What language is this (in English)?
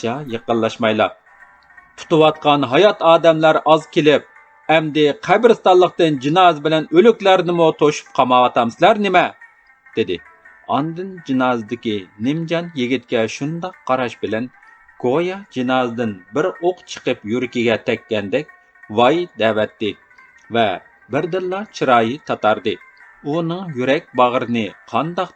Uyghur